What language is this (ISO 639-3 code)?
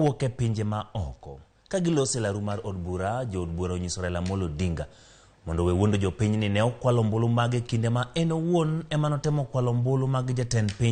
luo